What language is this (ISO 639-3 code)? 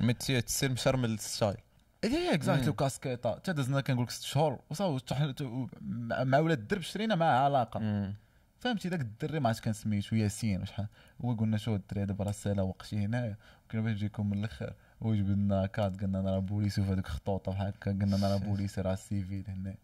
ary